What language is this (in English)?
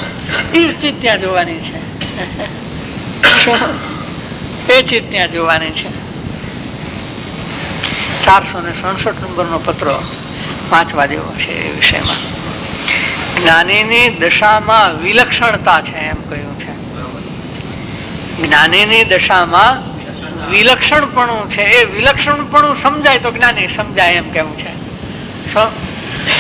Gujarati